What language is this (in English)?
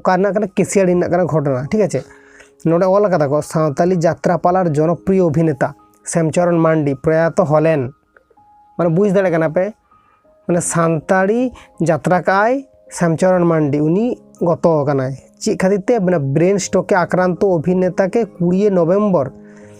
Santali